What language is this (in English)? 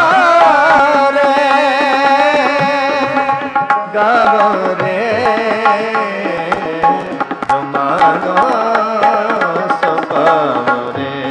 Punjabi